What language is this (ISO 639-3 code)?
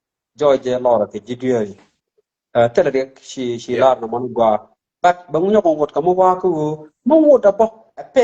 nus